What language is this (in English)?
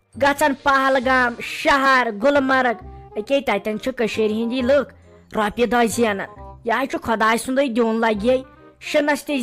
Kashmiri